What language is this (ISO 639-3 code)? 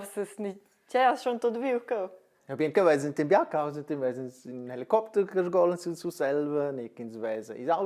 roh